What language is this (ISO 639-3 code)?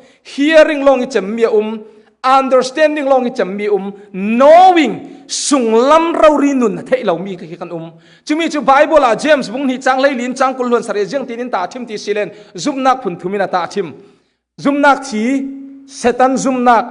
cfm